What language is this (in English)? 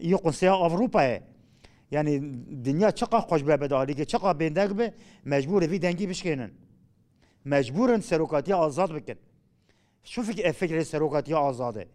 Kurdish